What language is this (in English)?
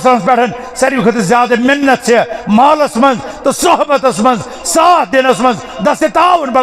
Kashmiri